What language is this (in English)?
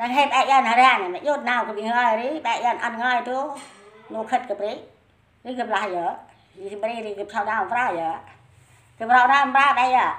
Central Mnong